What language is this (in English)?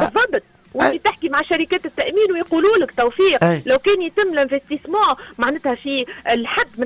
Tunisian Arabic